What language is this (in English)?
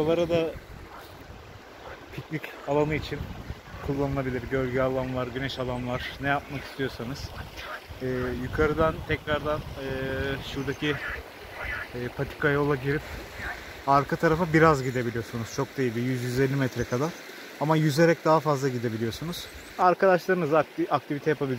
Turkish